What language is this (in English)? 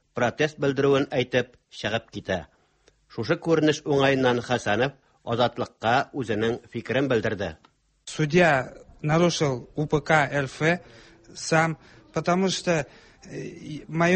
Tatar